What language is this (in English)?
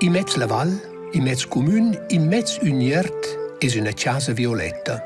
Romansh